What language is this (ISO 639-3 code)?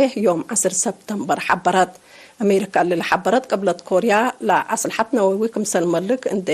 tig